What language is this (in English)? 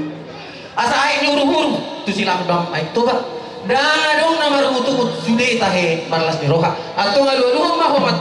Batak Toba